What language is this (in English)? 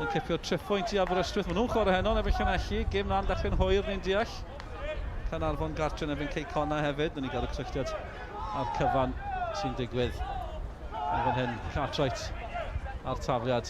Welsh